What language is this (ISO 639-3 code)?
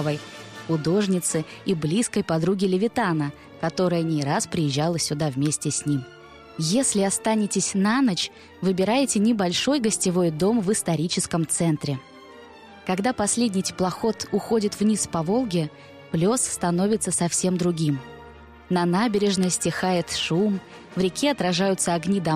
rus